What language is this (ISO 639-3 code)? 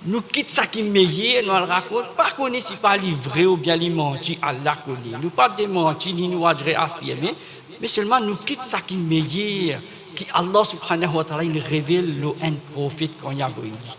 mfe